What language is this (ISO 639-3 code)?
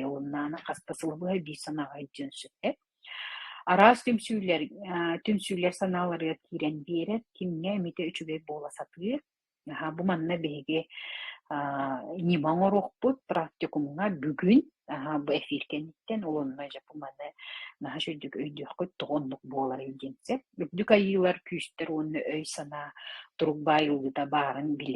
sah